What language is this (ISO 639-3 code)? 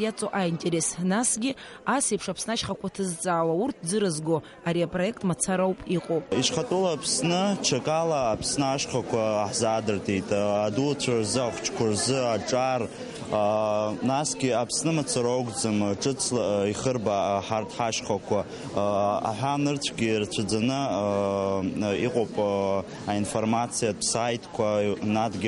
abk